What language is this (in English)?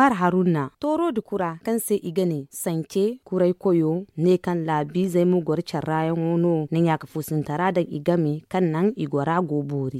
Zarma